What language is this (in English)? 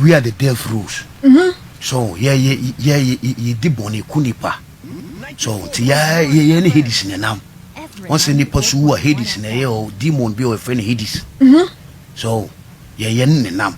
Akan